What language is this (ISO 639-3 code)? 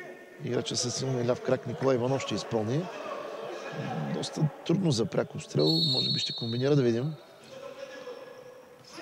bul